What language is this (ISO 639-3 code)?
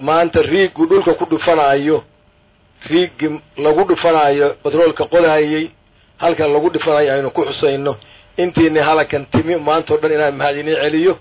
som